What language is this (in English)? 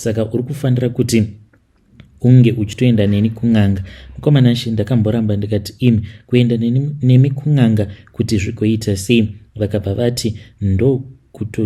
Shona